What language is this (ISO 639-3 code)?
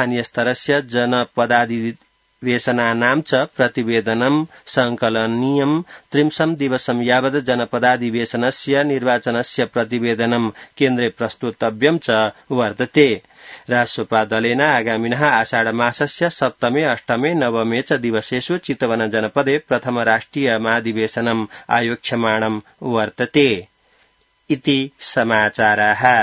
san